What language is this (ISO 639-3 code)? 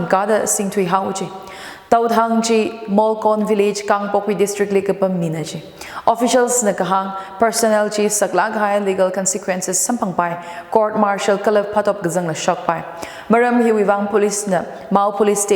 nmf